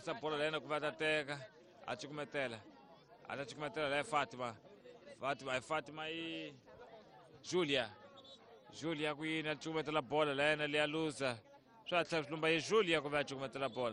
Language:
Tsonga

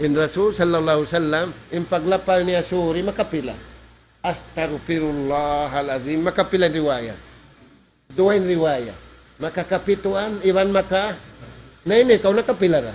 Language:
Tausug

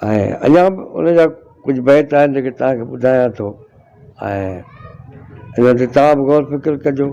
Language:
Sindhi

